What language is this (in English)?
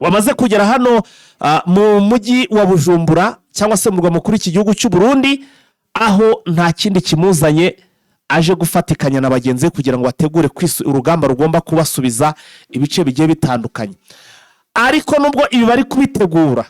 Kinyarwanda